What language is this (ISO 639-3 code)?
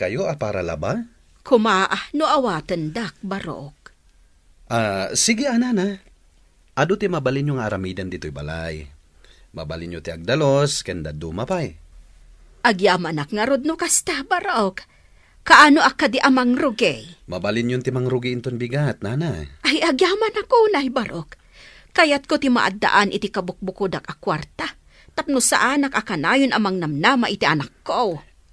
ilo